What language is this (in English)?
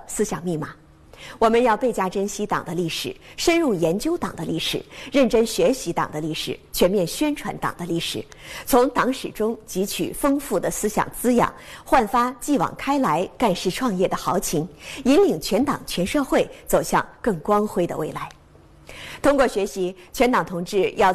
Chinese